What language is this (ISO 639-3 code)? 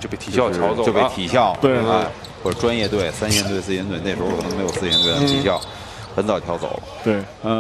zho